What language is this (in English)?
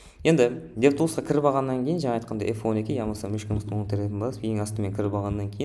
Kara-Kalpak